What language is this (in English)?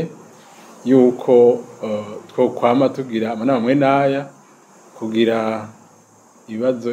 Rundi